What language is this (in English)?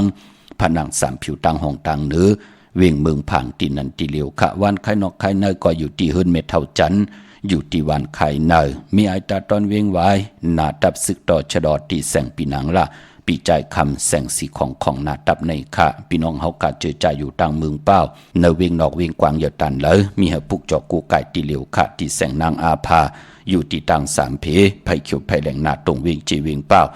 Shan